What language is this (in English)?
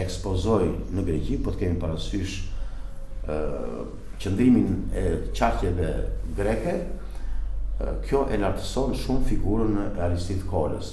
Albanian